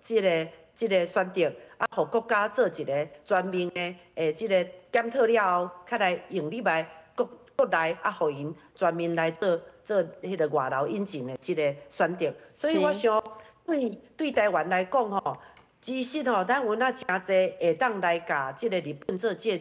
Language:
Min Nan Chinese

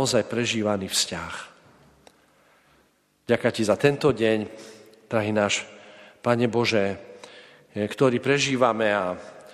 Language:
Slovak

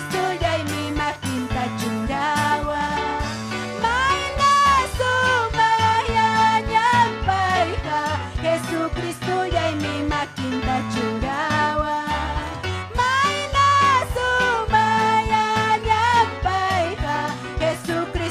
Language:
Ayacucho Quechua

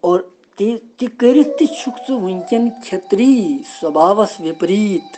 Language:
Kashmiri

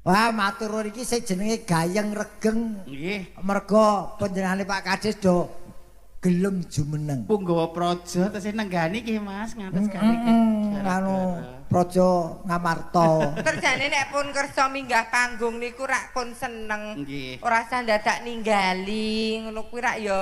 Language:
Javanese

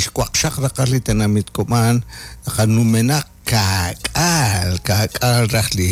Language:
Kekchí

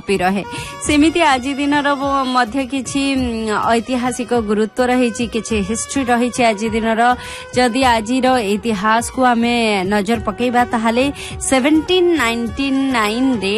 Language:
Odia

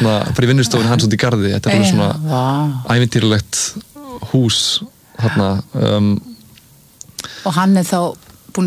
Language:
Icelandic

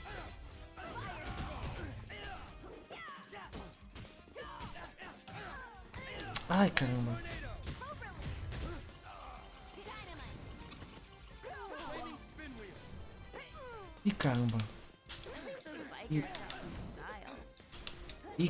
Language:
Portuguese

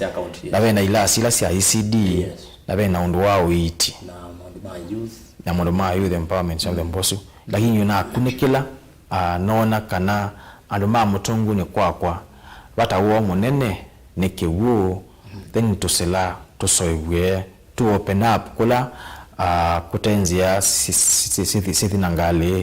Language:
Kamba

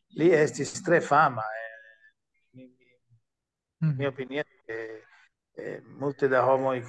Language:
Esperanto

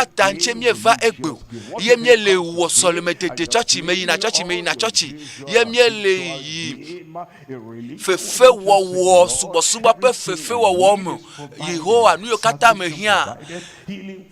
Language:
Ewe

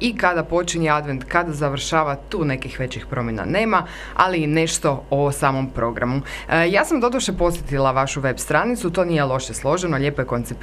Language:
Croatian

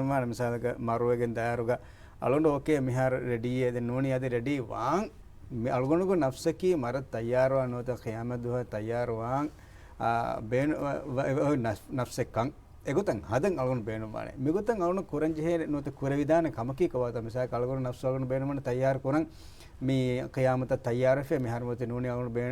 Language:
Divehi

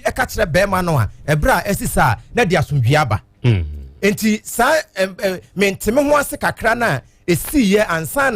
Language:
Akan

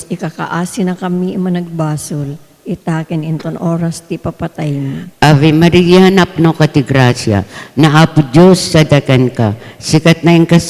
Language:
Iloko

